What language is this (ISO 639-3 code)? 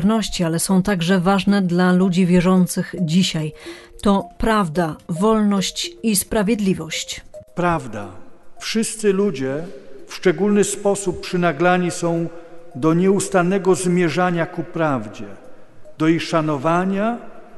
pol